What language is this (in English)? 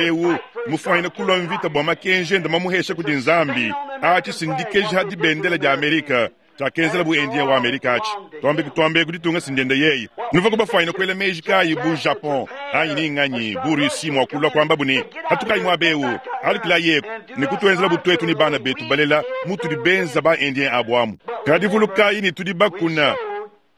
Luba-Lulua